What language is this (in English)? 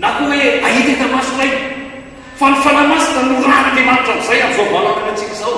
Malagasy